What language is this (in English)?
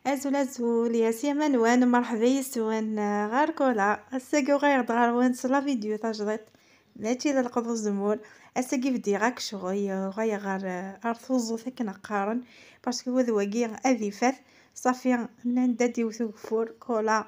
Kabyle